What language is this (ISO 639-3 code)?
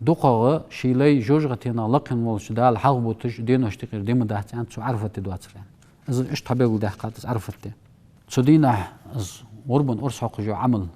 inh